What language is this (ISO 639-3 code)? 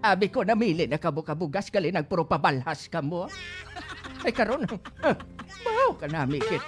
hil